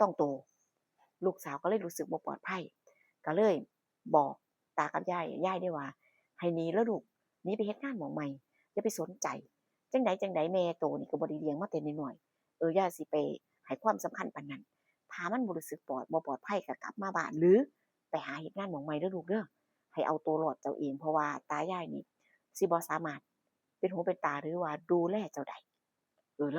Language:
Northeastern Thai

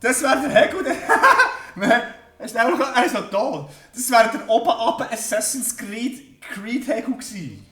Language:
Swiss German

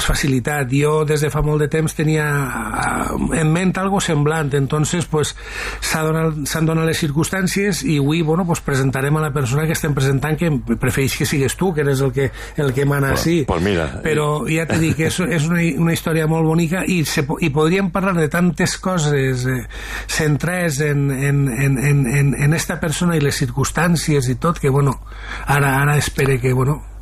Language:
Catalan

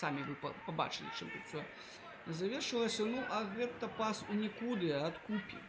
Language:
Belarusian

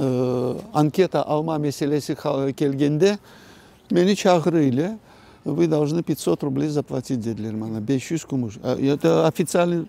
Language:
Crimean Tatar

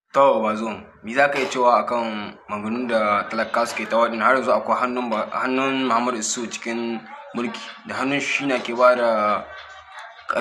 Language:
Hausa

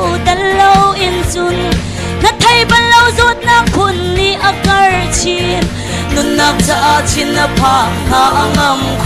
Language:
Hakha Chin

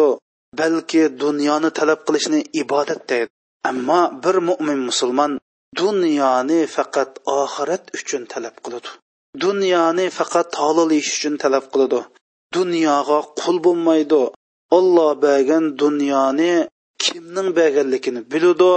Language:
Uyghur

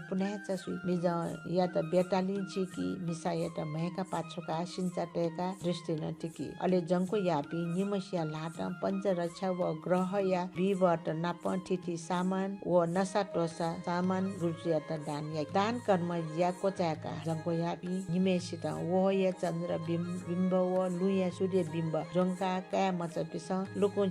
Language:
Newari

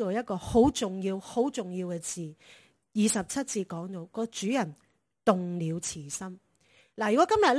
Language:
Cantonese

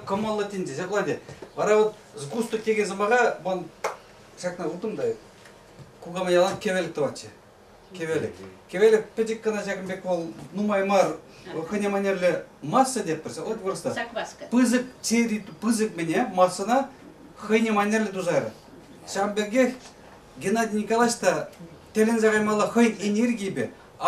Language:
Chuvash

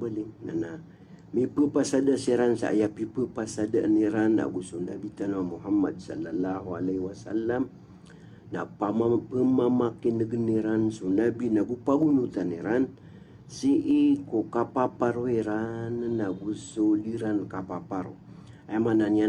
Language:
Maranao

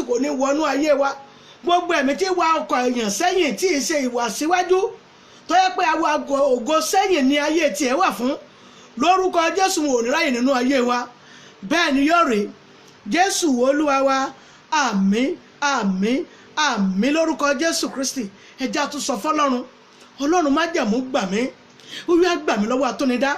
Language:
Yoruba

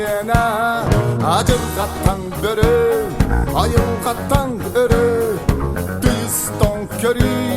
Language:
Yakut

